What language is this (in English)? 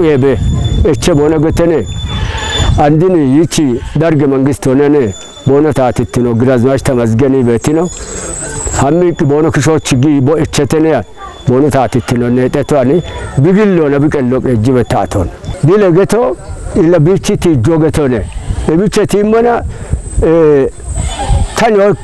Kafa